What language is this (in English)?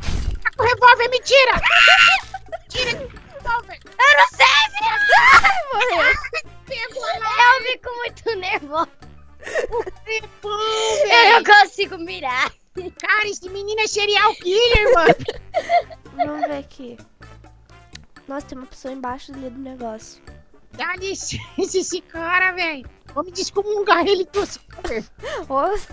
Portuguese